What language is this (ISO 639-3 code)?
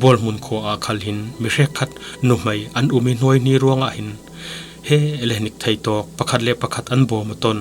cfm